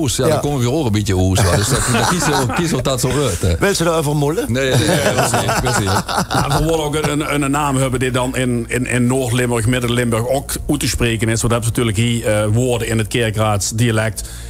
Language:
Limburgish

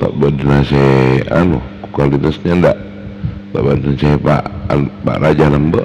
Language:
Madurese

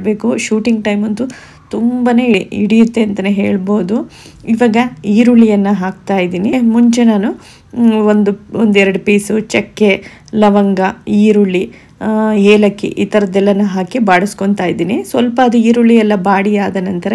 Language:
Kannada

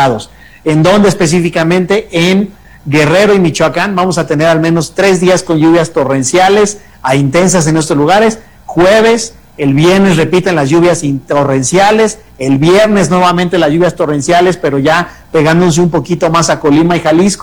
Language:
Spanish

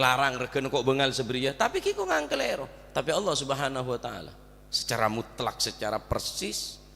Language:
Madurese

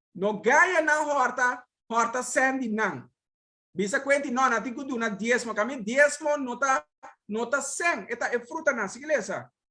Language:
Papiamento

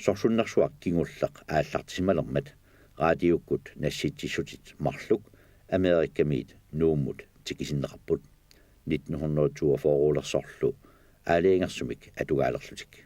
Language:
Kalaallisut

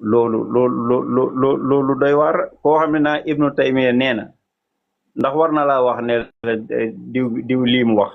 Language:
Wolof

